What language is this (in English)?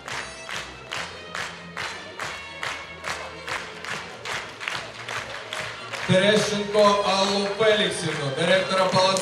Ukrainian